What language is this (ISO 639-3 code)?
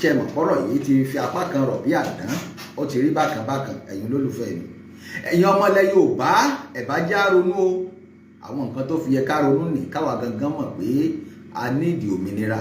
yor